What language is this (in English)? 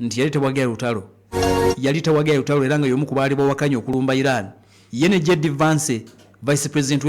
Ganda